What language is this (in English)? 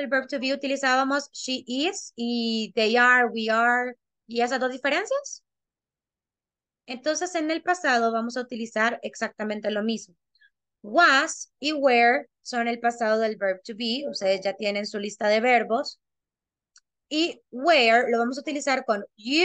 Spanish